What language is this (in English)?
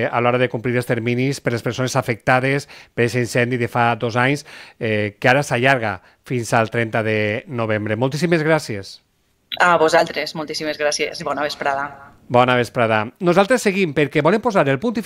Catalan